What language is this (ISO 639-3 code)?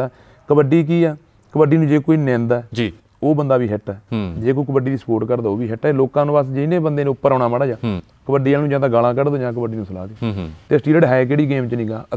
pan